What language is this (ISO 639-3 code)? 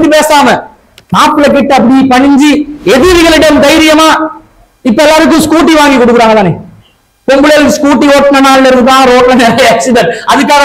tam